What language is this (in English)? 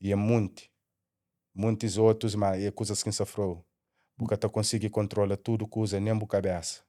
Kabuverdianu